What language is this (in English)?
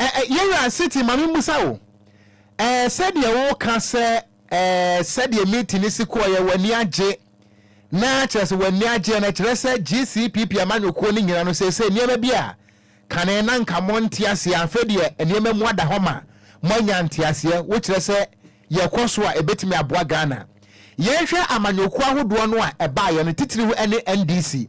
Akan